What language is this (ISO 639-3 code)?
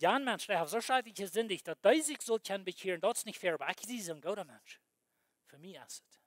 pdt